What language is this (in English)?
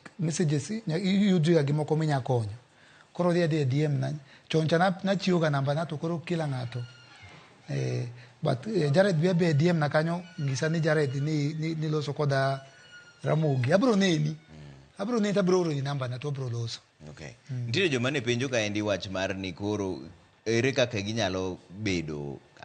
Luo (Kenya and Tanzania)